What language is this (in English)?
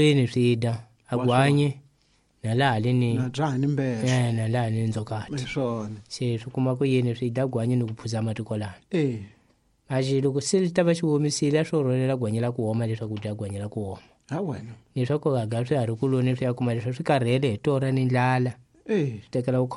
Tsonga